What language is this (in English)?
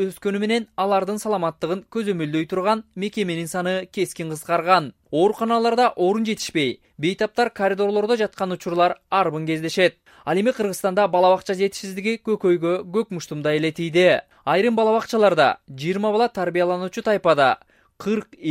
Kyrgyz